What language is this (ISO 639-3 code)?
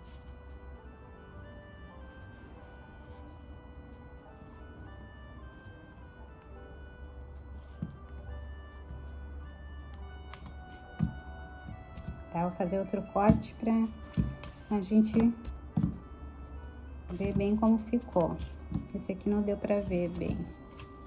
por